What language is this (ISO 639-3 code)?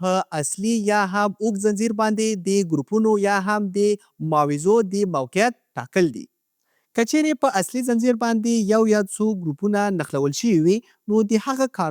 pus